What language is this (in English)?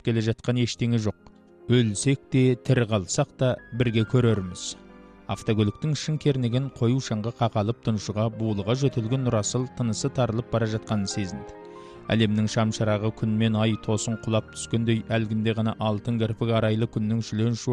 Kazakh